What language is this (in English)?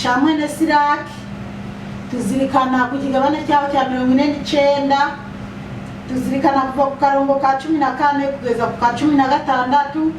Rundi